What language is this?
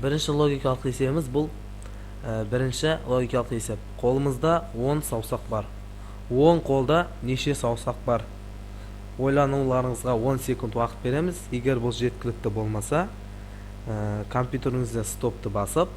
Kazakh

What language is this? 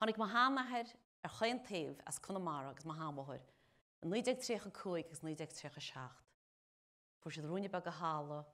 Irish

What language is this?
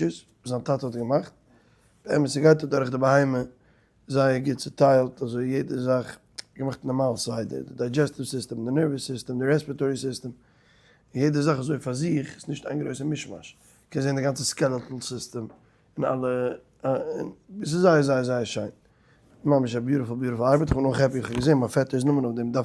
Yiddish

